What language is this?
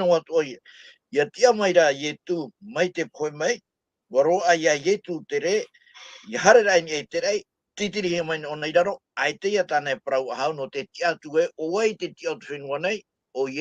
Tahitian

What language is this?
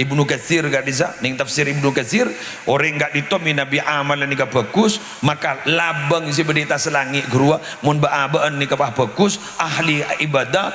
Madurese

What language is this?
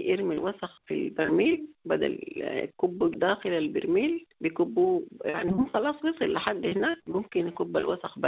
Sudanese Arabic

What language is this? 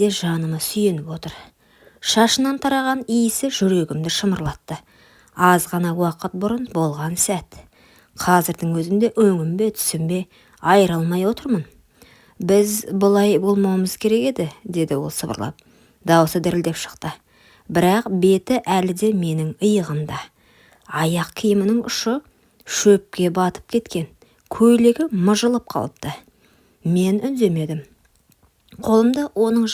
Kazakh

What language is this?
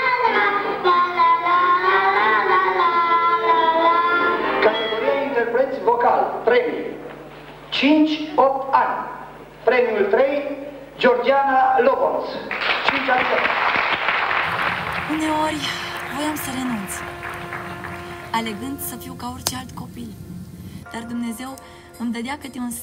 Romanian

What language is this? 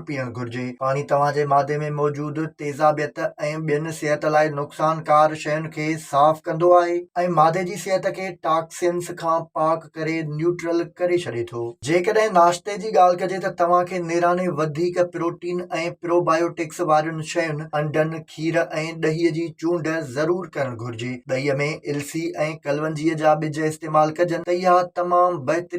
Sindhi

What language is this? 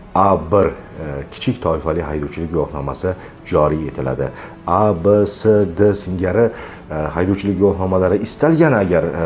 Uzbek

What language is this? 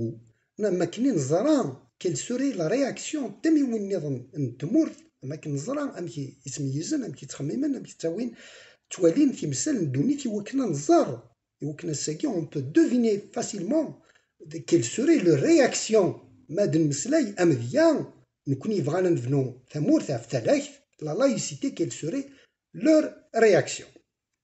Kabyle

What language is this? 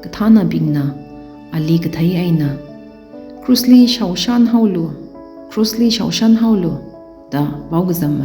Tangkhul Naga (India)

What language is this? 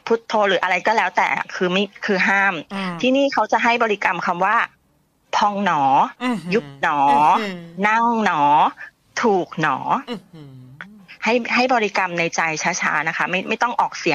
Thai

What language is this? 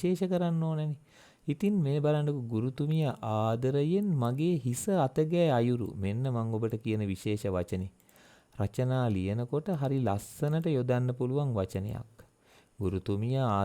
Sinhala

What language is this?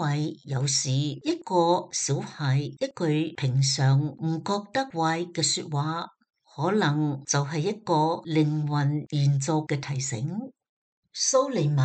Cantonese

